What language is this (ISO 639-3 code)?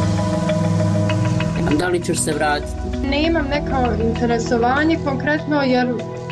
srp